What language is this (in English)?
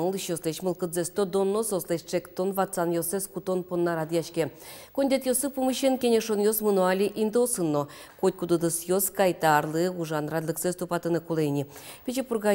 Udmurt